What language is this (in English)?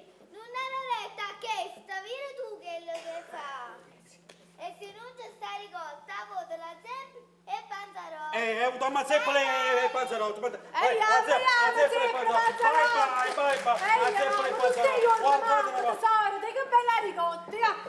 Neapolitan